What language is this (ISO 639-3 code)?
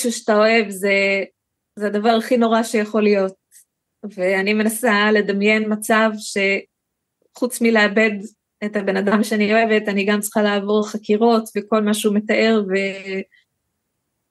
heb